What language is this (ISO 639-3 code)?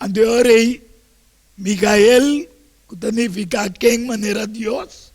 pap